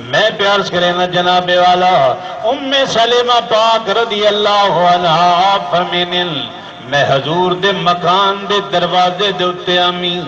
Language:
Saraiki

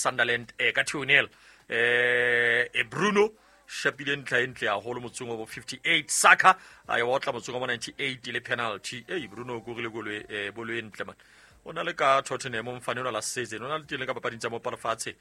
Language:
Southern Sotho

